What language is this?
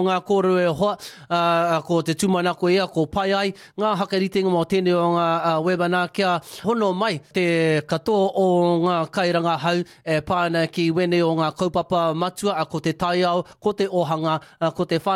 Māori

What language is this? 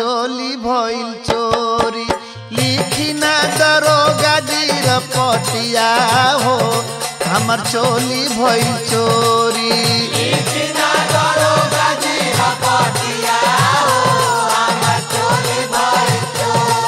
Bhojpuri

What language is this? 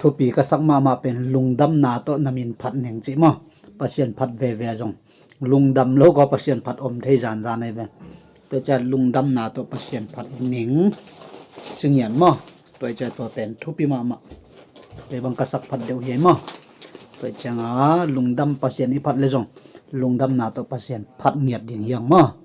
Tedim Chin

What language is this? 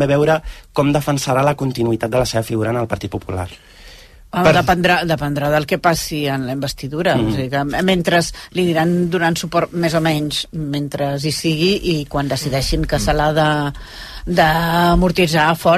Catalan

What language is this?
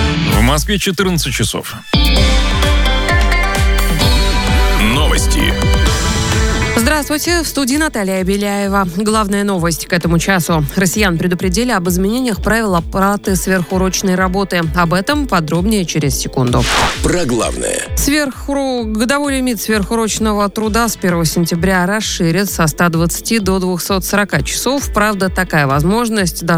Russian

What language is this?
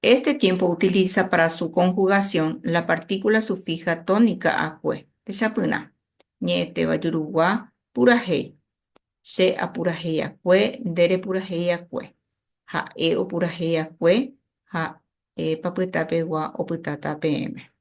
Guarani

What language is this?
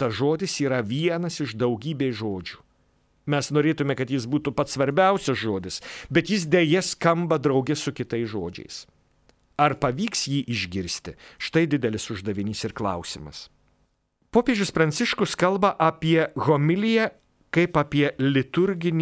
Lithuanian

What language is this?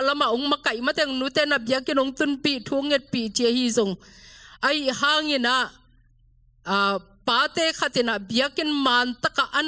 Tedim Chin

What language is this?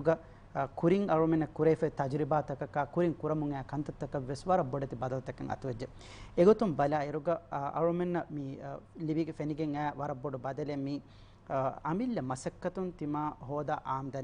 Divehi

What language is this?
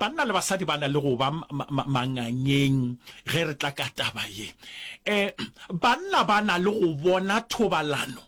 Northern Sotho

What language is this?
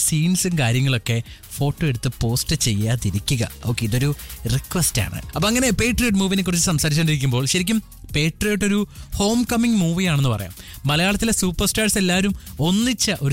Malayalam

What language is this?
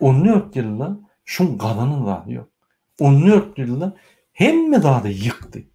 Turkmen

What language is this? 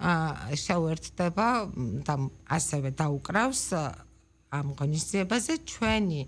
Georgian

